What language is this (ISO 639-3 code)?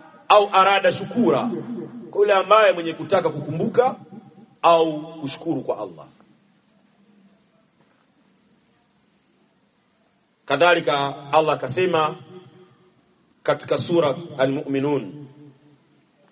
swa